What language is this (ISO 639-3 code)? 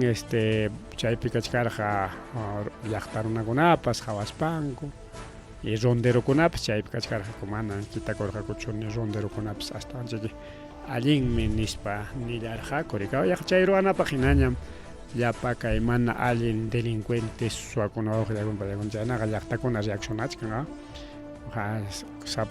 quy